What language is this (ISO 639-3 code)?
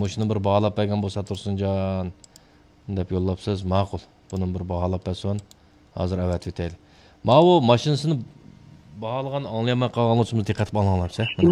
uig